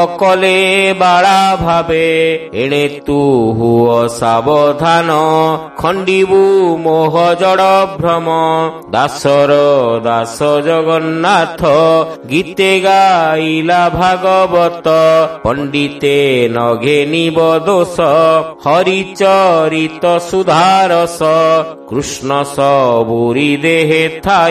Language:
Odia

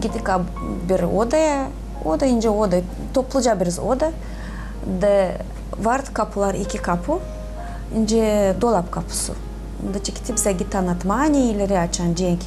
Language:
Gagauz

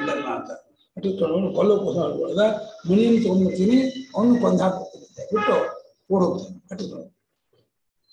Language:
Kannada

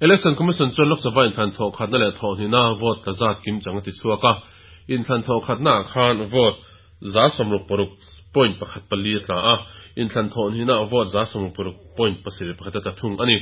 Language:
Mizo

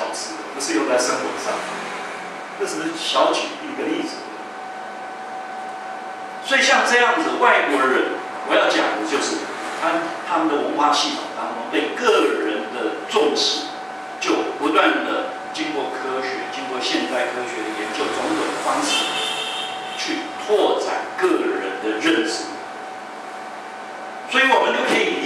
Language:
Chinese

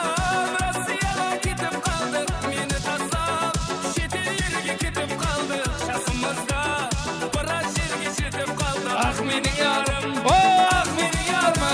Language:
Kara-Kalpak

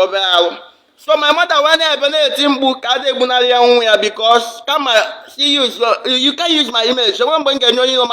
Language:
Igbo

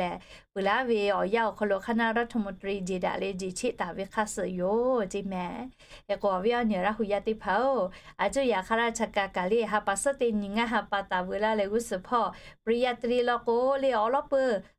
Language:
Lahu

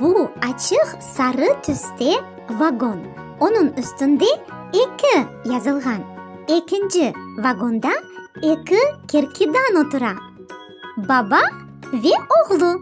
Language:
Crimean Tatar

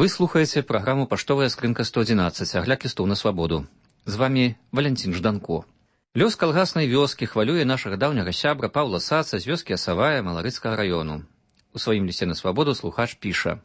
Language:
Belarusian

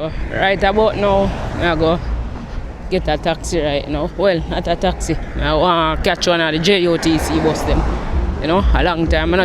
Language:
Jamaican Creole English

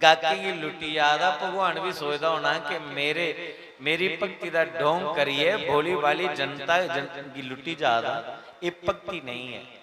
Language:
Dogri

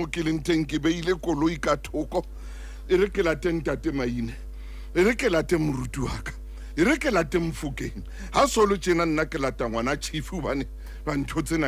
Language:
Southern Sotho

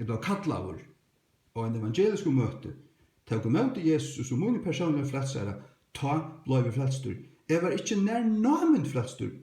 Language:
Faroese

